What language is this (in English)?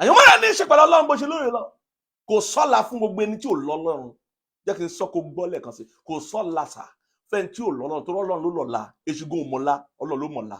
Yoruba